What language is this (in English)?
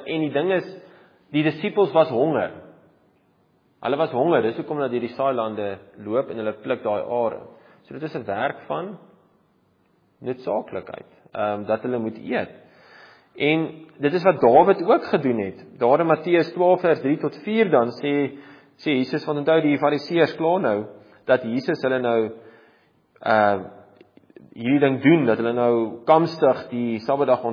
Afrikaans